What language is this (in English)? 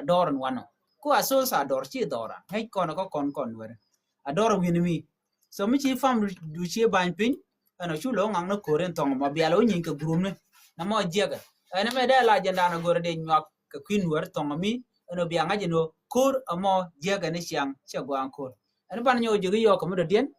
Nuer